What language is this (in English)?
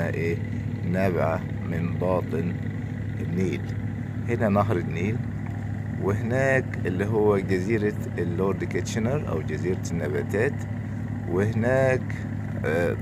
Egyptian Arabic